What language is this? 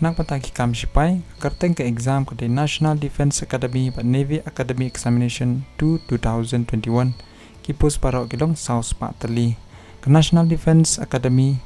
Khasi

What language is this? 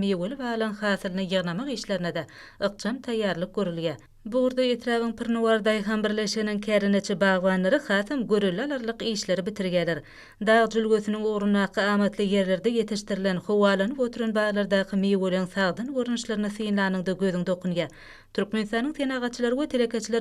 Turkmen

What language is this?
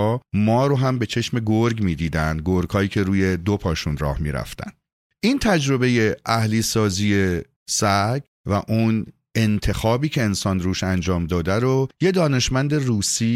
Persian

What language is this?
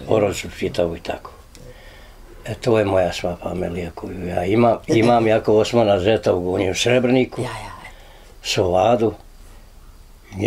Bosnian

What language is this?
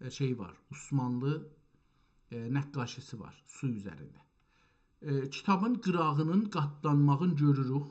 South Azerbaijani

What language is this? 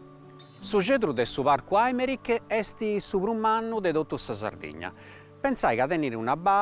Sardinian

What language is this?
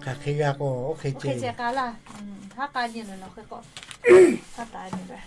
Lahu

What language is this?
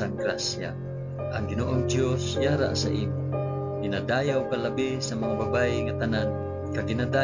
Hiligaynon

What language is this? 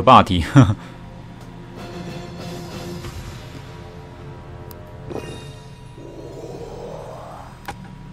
Chinese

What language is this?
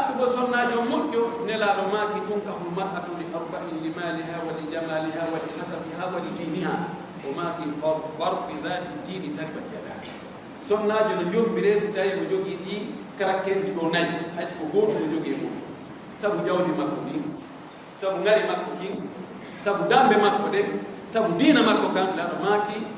Pular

